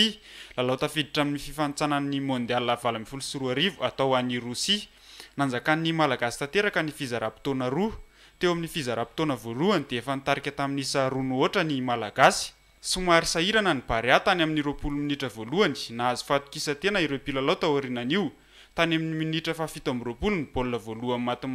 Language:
Malagasy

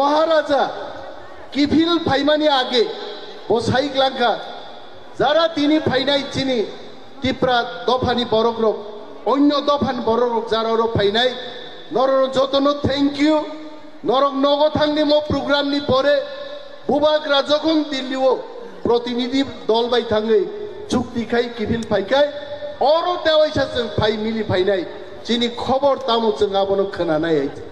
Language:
Kok Borok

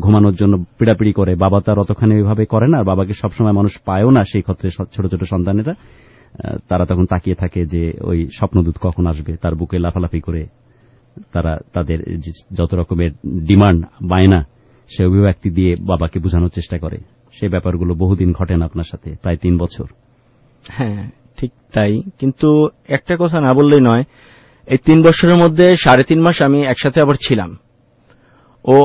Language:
Bangla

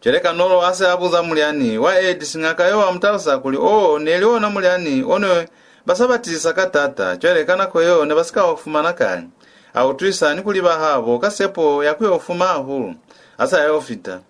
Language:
Lozi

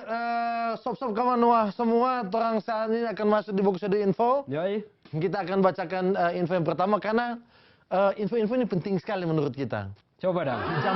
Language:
Manado Malay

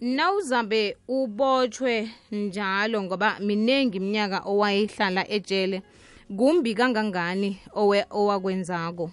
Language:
South Ndebele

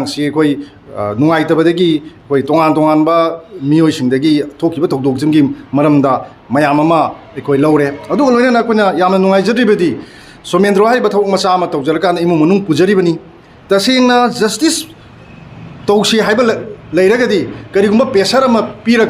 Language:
Manipuri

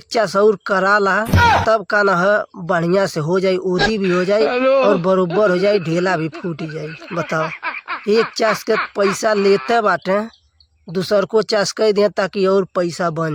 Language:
Bhojpuri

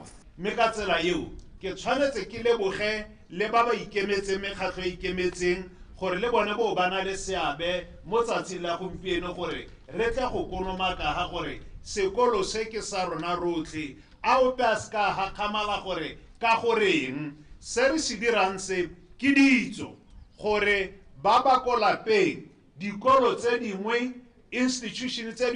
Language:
Tswana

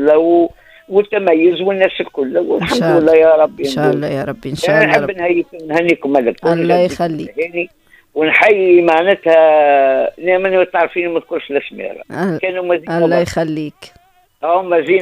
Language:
Tunisian Arabic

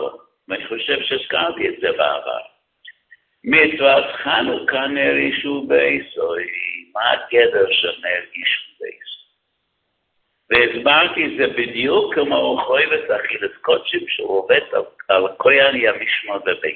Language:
Hebrew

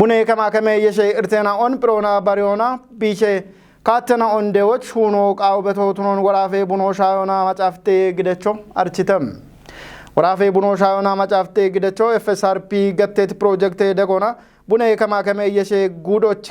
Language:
Kafa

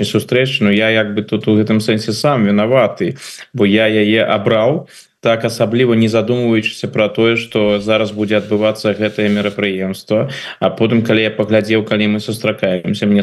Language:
Belarusian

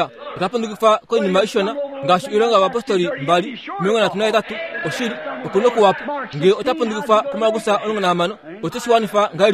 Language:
Kuanyama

